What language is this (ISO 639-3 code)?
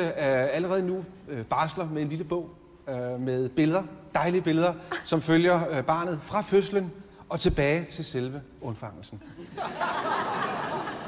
dan